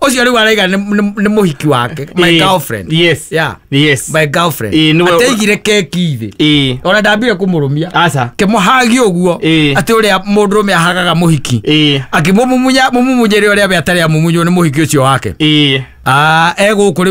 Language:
Kikuyu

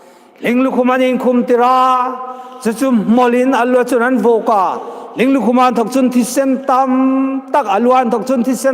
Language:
Hmar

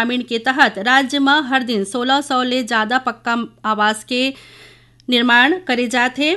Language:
Chhattisgarhi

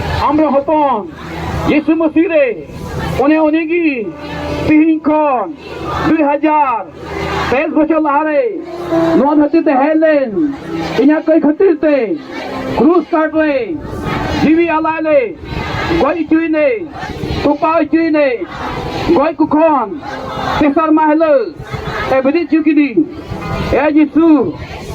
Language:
Santali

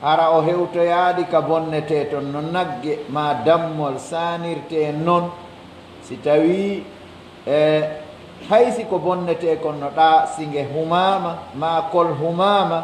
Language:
Pular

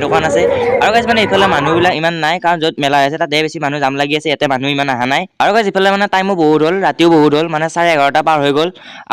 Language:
Assamese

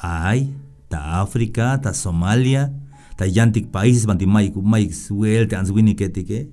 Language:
Tzeltal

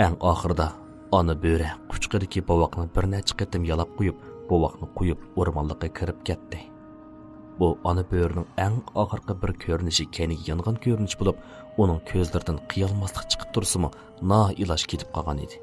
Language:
Uyghur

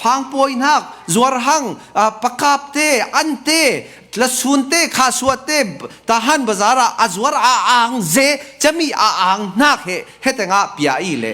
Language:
Falam Chin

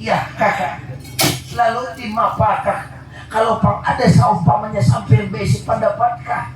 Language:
Banjar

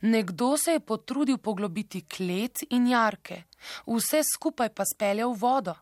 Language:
Slovenian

